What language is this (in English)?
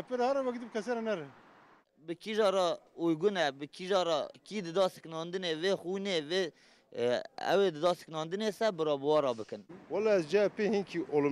Kurdish